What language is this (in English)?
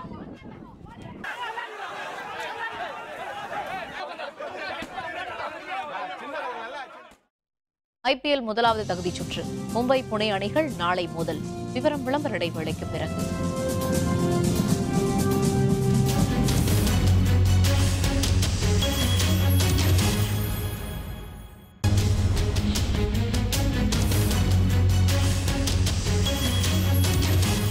Tamil